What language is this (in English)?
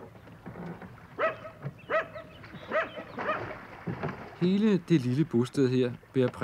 Danish